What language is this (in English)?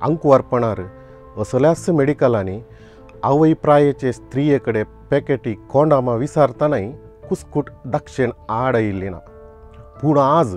Konkani